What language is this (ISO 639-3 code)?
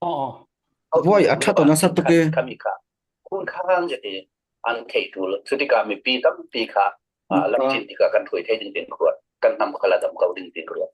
cfm